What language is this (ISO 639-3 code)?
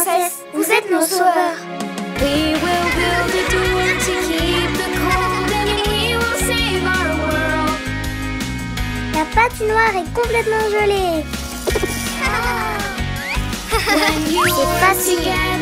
fra